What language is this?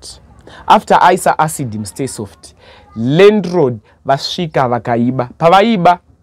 Shona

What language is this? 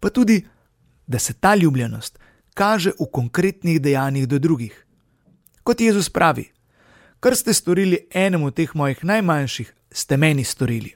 Slovenian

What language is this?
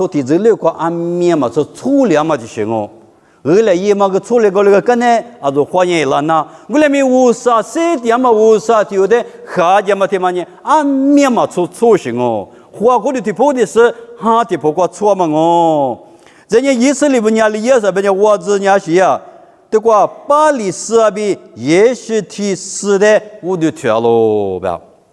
Lisu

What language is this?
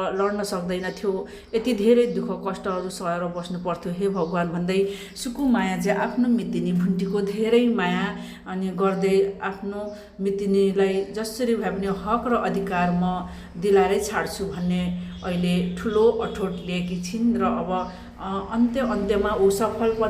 Nepali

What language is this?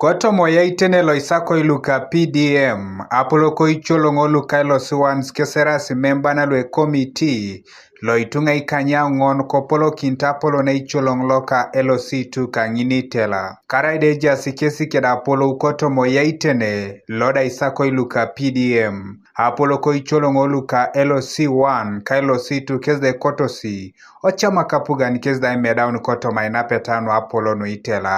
Teso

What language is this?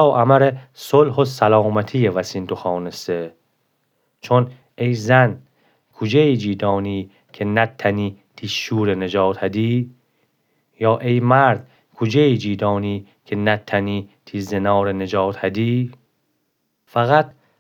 Gilaki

